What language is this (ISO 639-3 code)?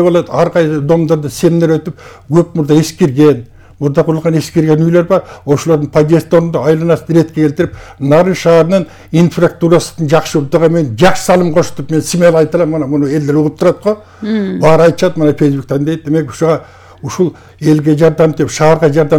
kir